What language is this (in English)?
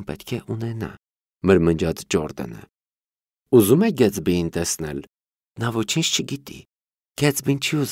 Armenian